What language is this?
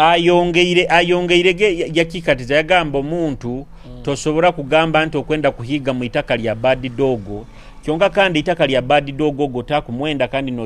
Nyoro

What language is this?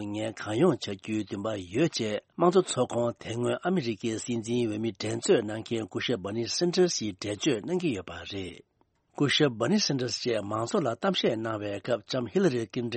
Tibetan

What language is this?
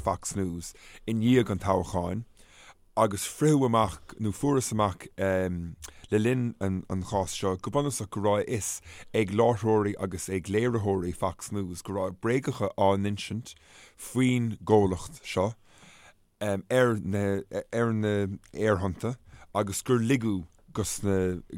Irish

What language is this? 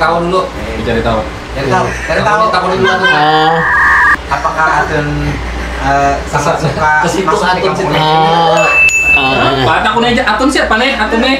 Banjar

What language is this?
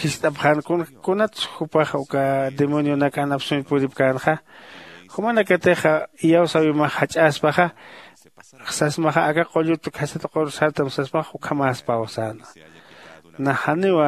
Aymara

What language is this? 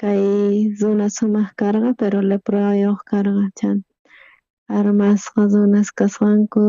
South Bolivian Quechua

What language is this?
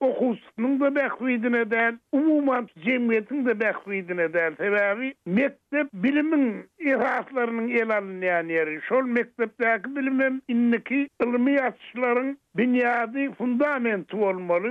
Turkmen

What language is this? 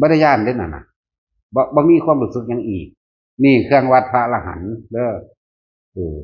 Northeastern Thai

